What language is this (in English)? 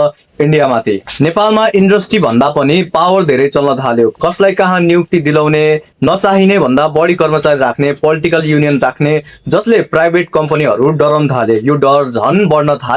Nepali